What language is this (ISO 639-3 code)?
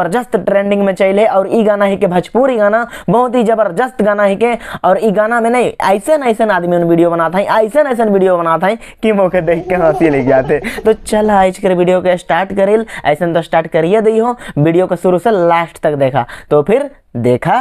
sck